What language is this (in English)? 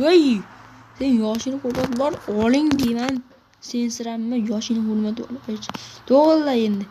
Uzbek